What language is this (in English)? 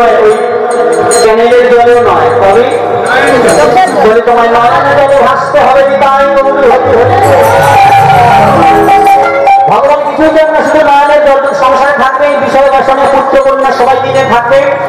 Bangla